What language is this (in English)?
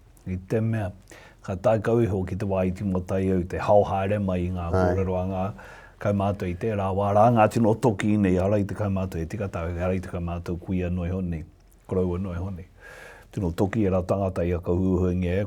Māori